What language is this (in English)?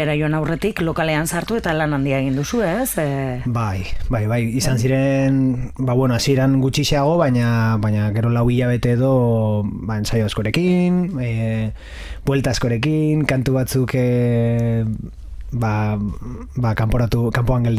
Basque